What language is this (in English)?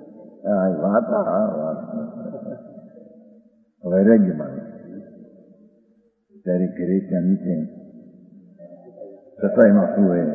Gujarati